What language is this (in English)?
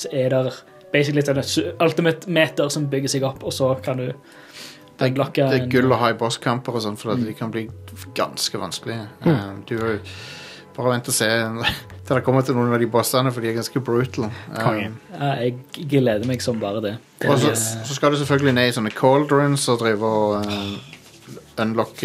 Norwegian